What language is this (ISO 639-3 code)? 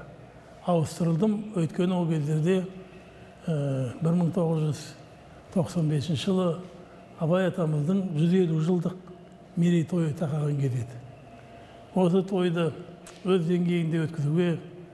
kaz